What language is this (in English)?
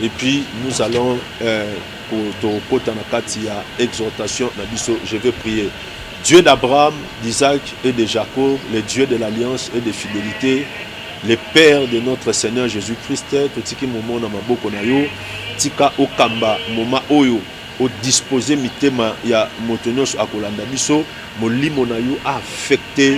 Lingala